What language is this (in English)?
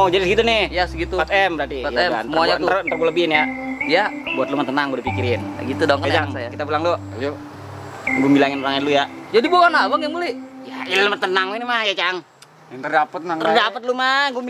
Betawi